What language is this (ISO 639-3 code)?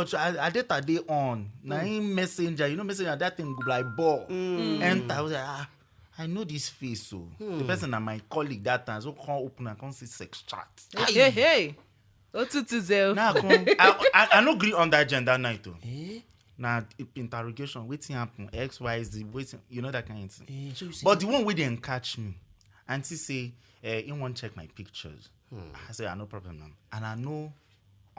pcm